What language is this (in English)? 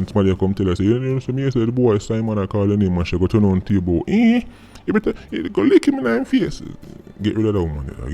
Jamaican Creole English